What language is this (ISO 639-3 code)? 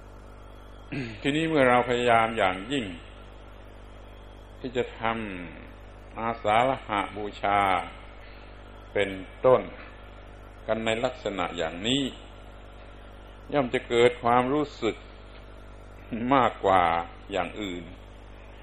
tha